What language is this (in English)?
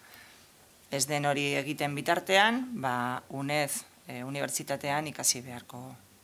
Basque